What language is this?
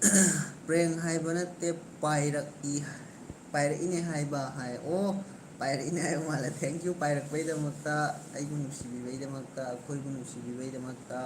Manipuri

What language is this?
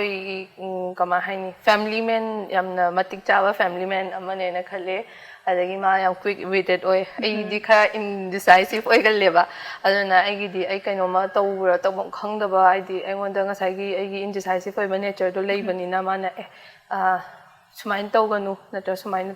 Manipuri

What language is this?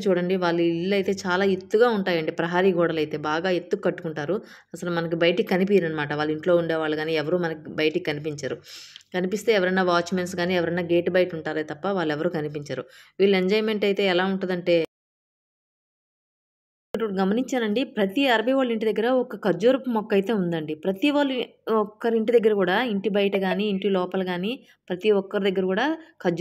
Telugu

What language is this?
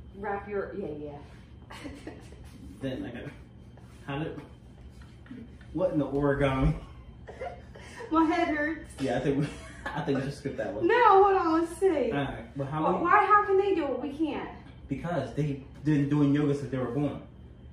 English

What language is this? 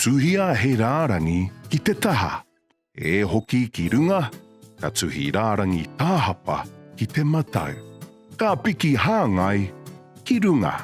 Māori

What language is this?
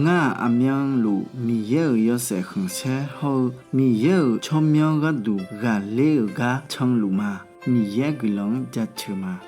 Akha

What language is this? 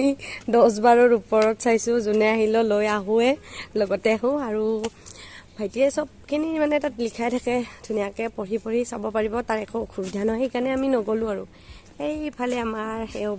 Assamese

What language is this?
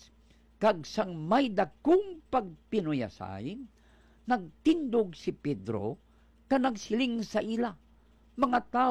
Hiligaynon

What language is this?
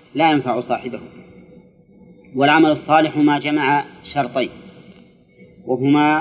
Arabic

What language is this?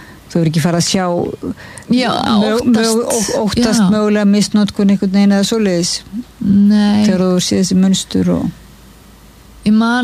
Icelandic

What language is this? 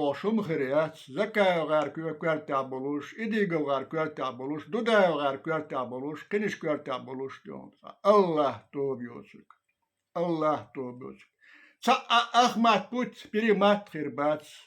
Chechen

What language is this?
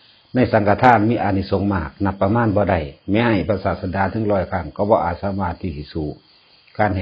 Northeastern Thai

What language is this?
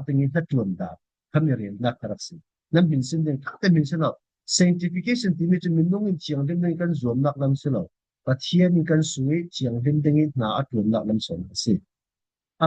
Falam Chin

